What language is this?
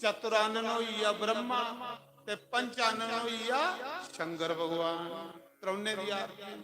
Dogri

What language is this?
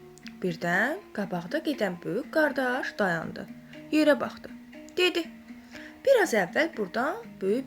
Azerbaijani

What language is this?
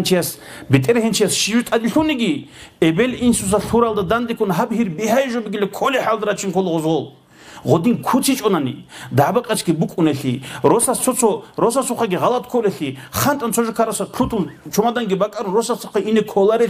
Avaric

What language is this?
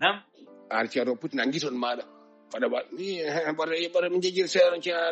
Fula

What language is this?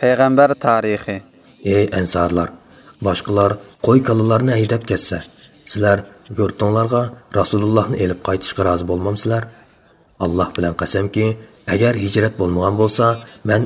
Uyghur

